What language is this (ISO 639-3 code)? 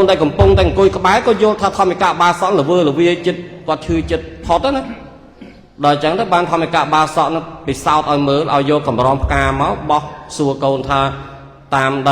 khm